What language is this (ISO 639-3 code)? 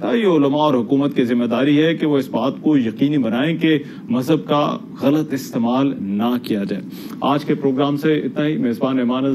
urd